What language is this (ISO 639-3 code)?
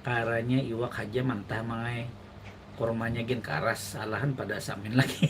bjn